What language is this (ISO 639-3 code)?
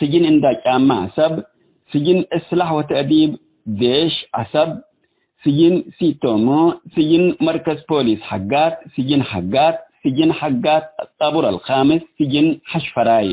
tig